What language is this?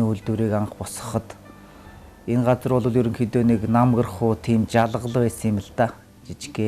Mongolian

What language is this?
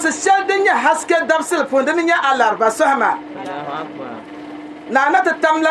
Dagbani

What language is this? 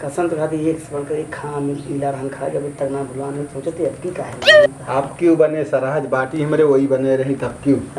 Awadhi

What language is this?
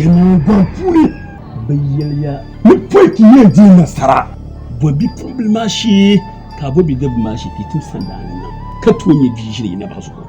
Dagbani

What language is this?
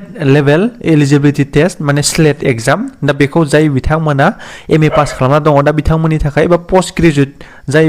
Bodo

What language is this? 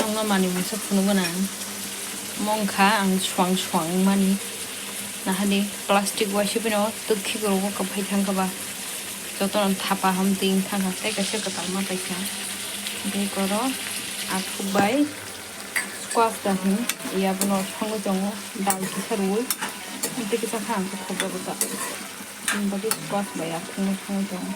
Kok Borok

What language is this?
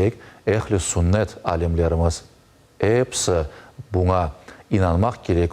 Crimean Tatar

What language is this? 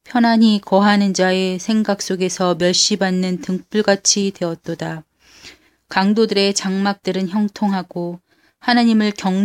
Korean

